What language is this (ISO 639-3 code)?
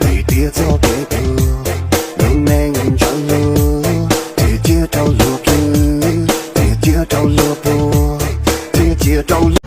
hmn